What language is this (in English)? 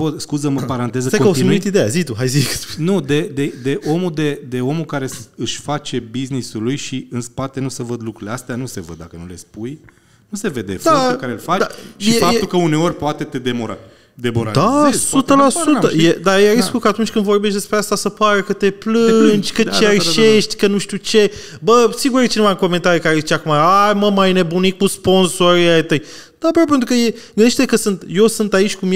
Romanian